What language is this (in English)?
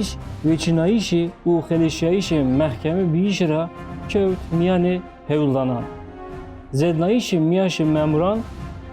Zaza